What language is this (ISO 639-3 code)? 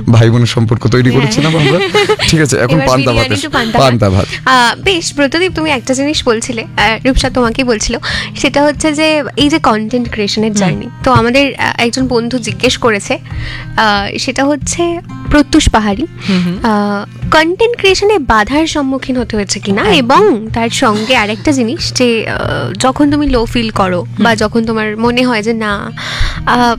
ben